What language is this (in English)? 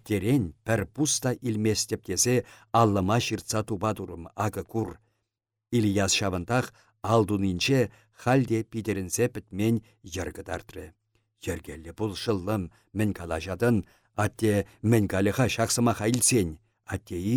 Chuvash